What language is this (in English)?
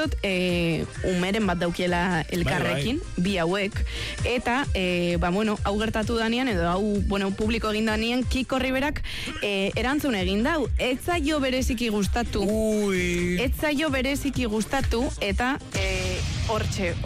Basque